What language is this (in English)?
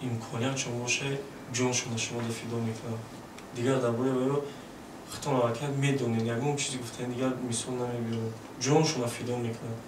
Tajik